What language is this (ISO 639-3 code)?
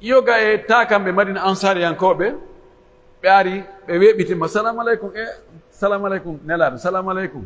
fuf